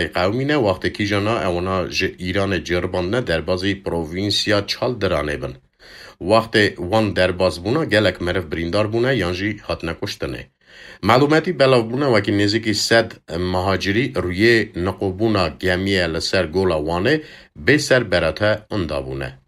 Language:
Kurdish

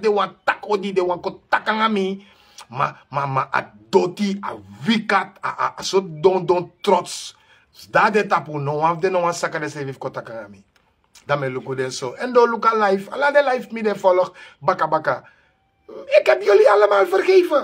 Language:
Sranan Tongo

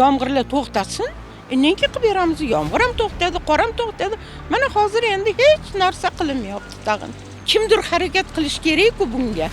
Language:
Uzbek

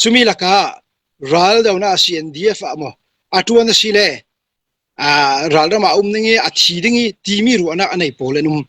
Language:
Falam Chin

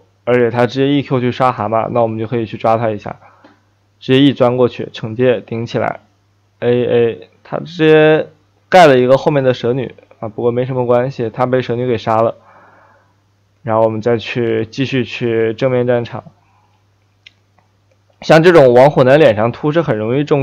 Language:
Chinese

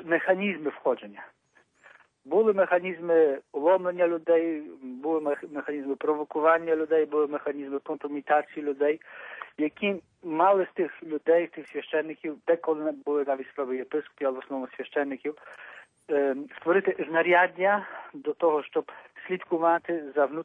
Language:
Ukrainian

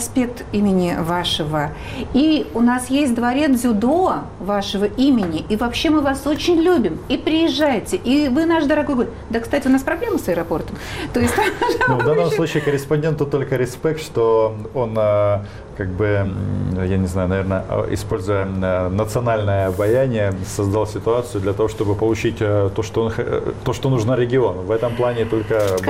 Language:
Russian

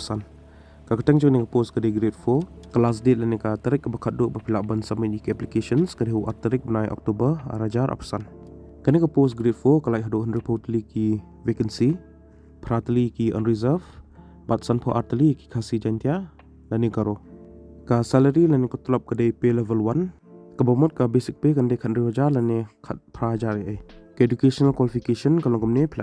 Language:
Khasi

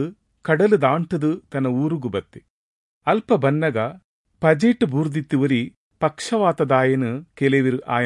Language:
Tulu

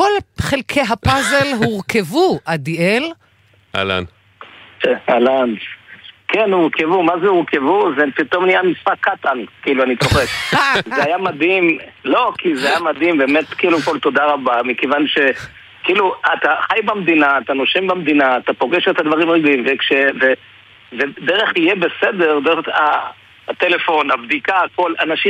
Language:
Hebrew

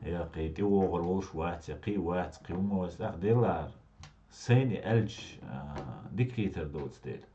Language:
Chechen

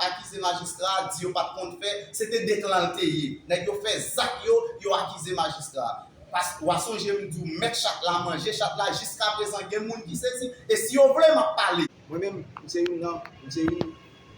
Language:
Haitian Creole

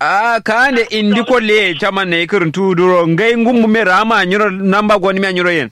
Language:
Kanuri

